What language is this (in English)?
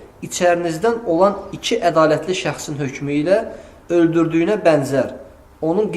Azerbaijani